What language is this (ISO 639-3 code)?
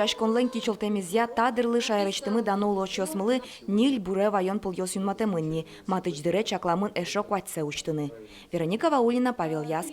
udm